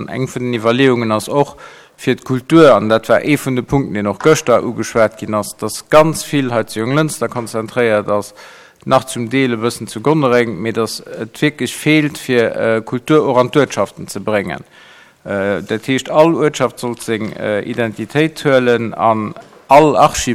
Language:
Luxembourgish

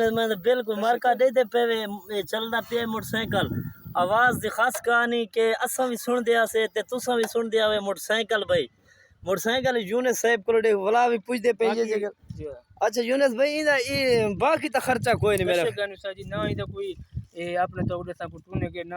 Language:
Saraiki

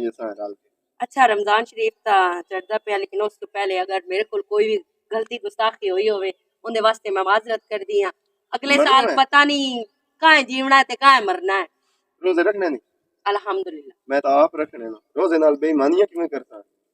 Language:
Western Panjabi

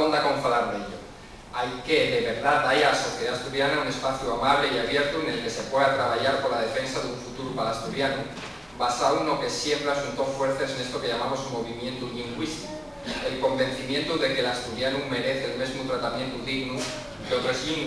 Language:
Asturian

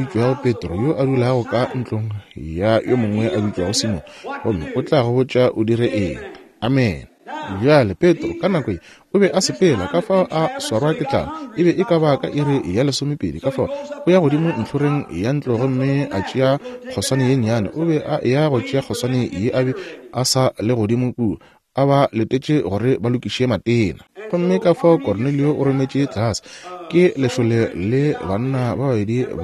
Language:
Northern Sotho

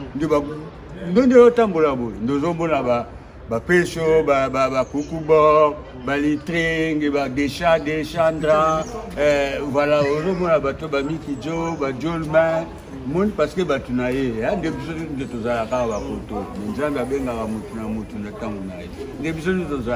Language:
Lingala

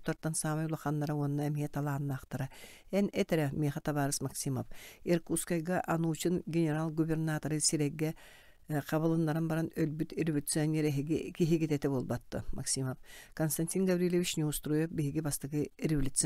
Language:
Yakut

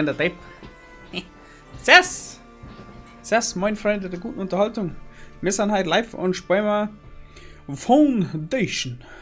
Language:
Bavarian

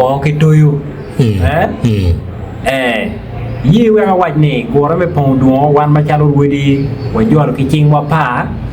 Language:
Acoli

